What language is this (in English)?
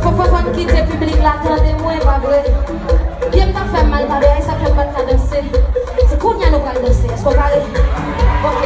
Haitian Creole